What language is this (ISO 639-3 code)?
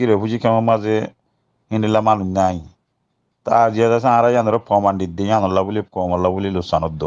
rhg